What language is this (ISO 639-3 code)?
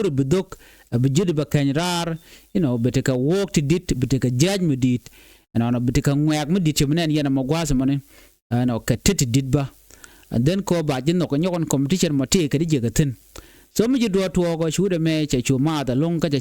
nus